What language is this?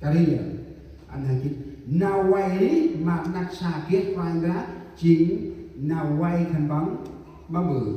Central Mnong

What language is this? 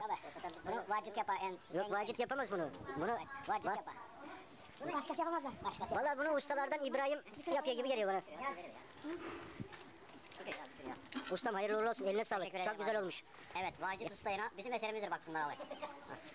Turkish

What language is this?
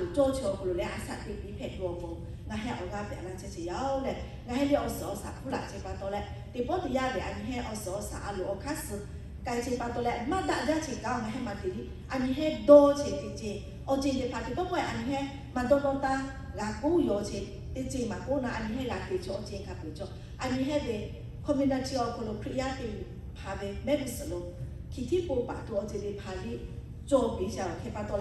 Lahu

